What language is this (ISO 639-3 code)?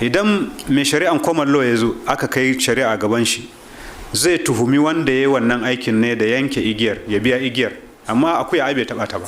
hau